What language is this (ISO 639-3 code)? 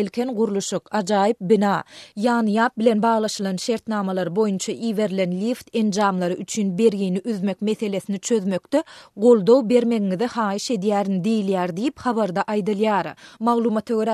tuk